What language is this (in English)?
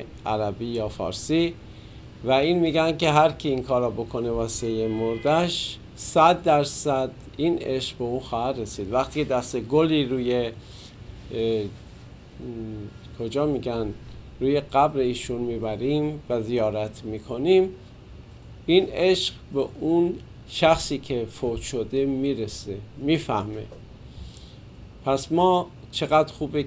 Persian